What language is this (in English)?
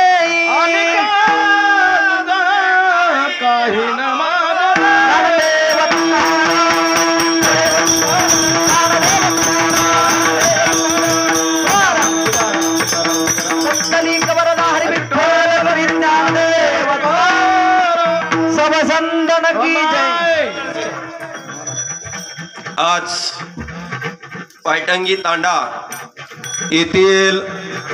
Marathi